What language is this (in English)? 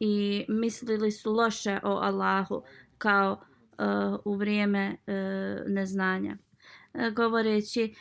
Bosnian